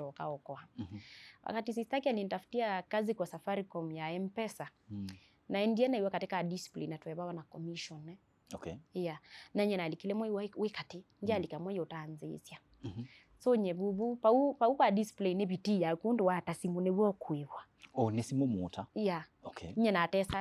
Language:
Kamba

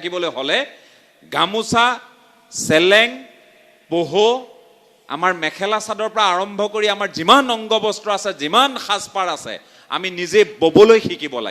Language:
Assamese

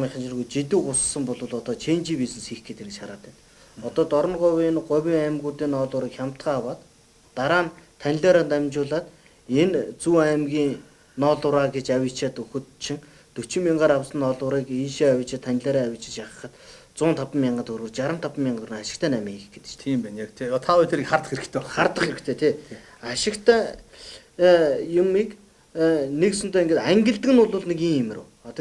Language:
Mongolian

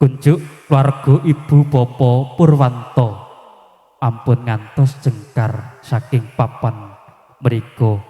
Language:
Javanese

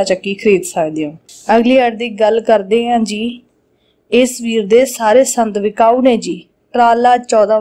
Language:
Punjabi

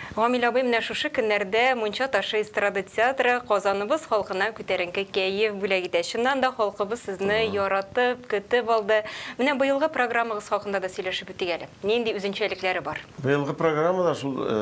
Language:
Tatar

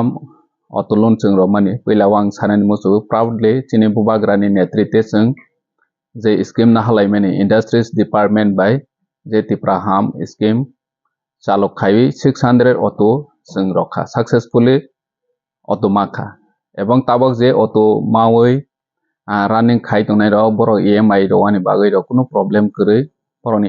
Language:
Kok Borok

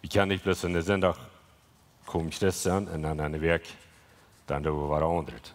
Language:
Plautdietsch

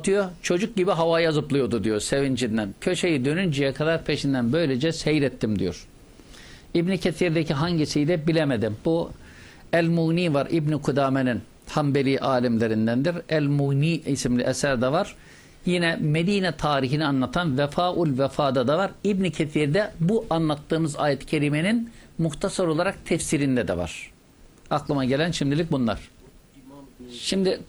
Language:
Turkish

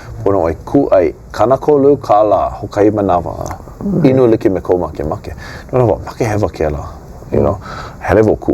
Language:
Hawaiian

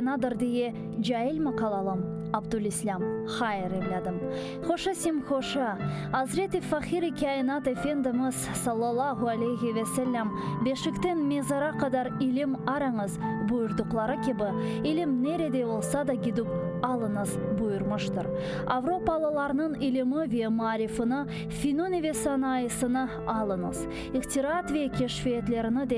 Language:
Crimean Tatar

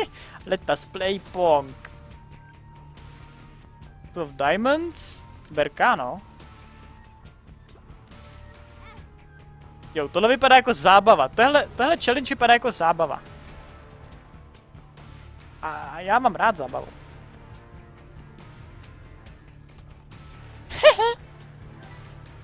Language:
Czech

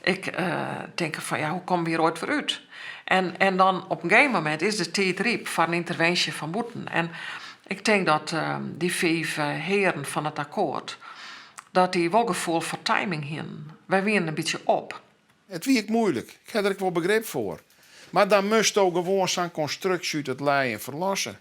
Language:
Western Frisian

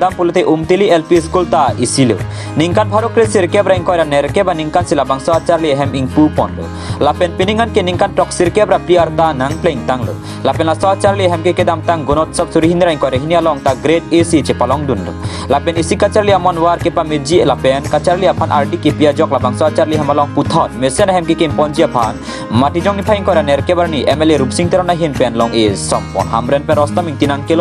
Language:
Karbi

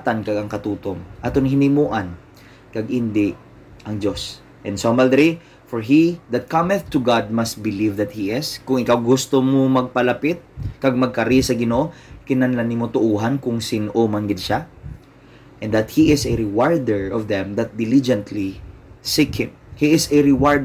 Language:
Hiligaynon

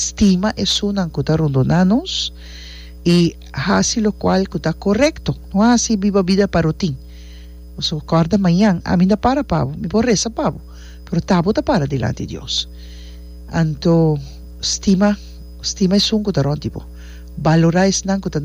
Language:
Papiamento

